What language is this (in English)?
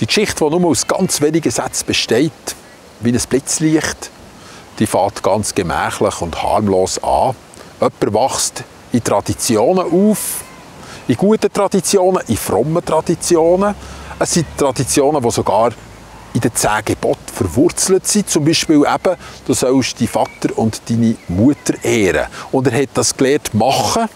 Swiss German